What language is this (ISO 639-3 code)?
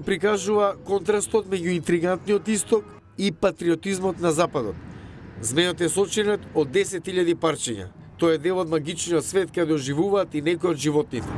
mkd